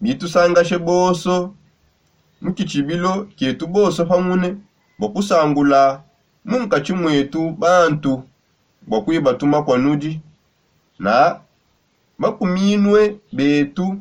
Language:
Songe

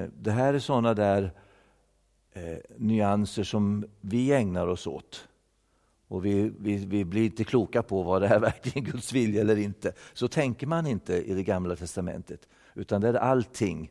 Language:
Swedish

